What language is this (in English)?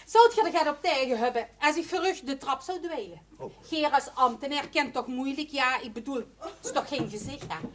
Limburgish